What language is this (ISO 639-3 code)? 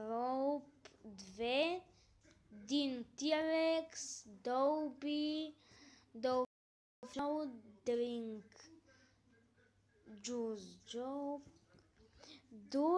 bul